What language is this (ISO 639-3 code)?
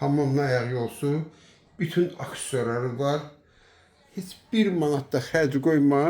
aze